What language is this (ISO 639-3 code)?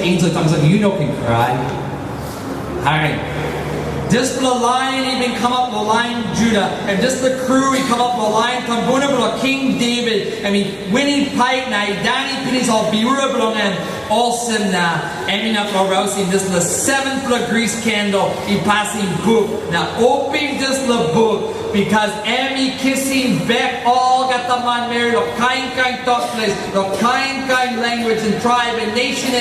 tpi